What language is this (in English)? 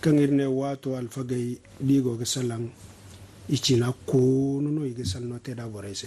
Zarma